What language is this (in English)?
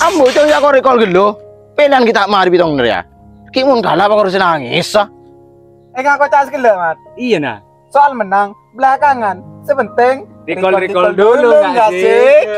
Madurese